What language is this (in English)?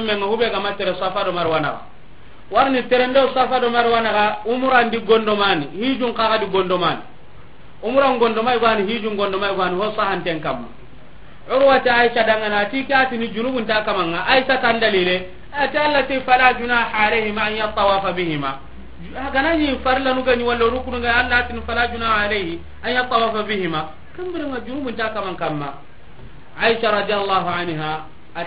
Soninke